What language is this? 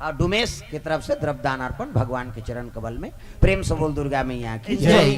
Chhattisgarhi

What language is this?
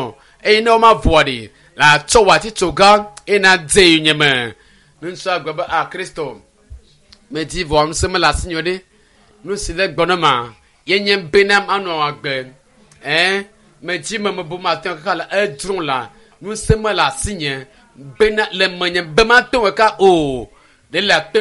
Ewe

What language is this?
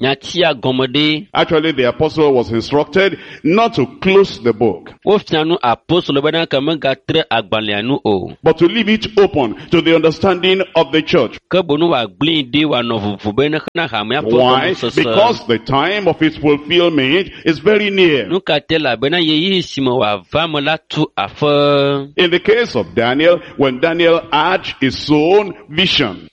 Ewe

